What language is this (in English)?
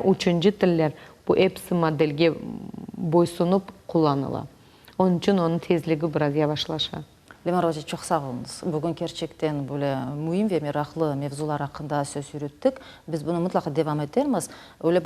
Crimean Tatar